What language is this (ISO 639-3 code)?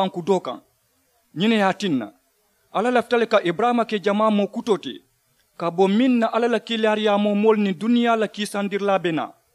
man